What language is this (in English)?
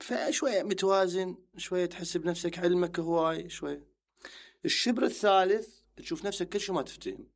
Mesopotamian Arabic